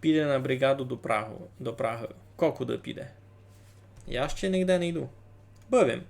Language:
Rusyn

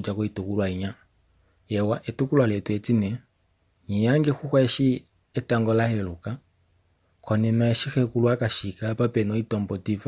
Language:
Kuanyama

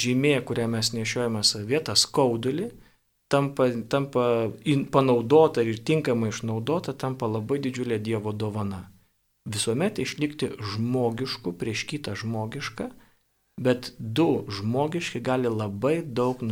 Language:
Lithuanian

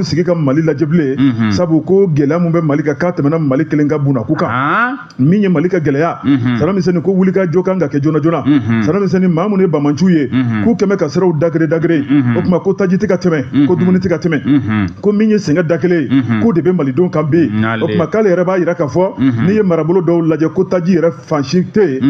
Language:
Bambara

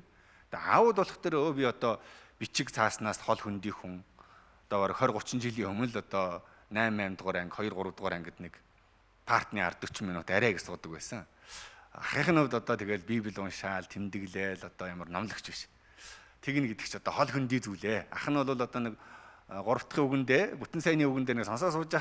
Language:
Mongolian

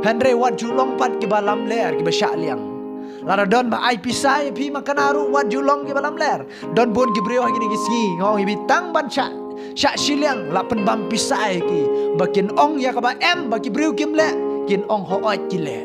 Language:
Khasi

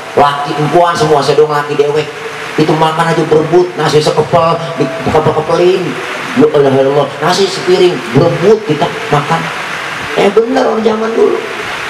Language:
Betawi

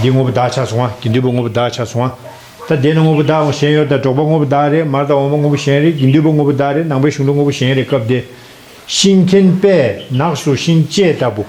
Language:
Tibetan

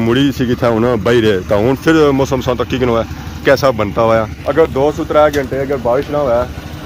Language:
Pahari-Potwari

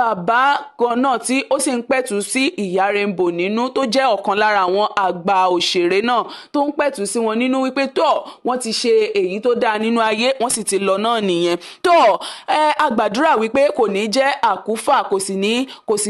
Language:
Yoruba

